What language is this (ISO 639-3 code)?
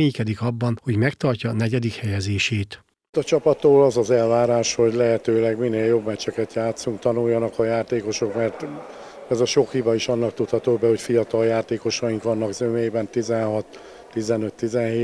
hun